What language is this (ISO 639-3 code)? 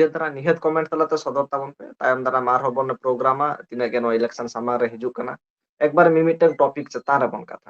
sat